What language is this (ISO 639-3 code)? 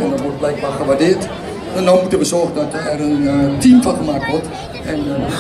nld